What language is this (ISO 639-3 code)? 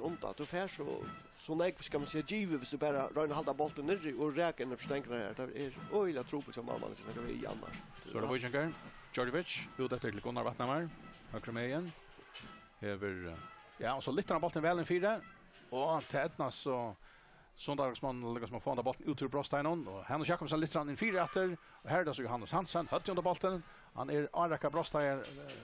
fao